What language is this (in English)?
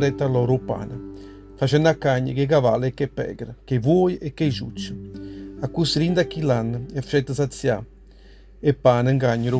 Neapolitan